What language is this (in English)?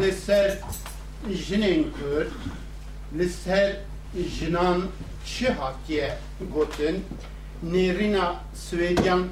Kurdish